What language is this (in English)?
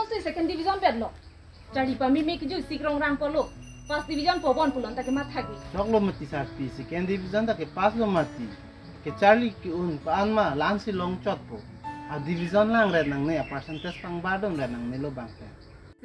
Karbi